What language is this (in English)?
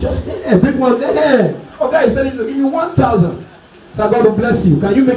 Nigerian Pidgin